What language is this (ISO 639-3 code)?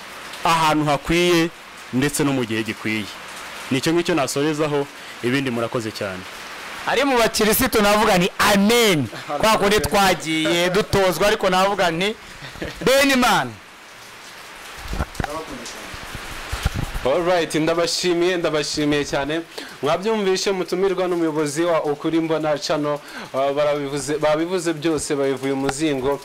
kin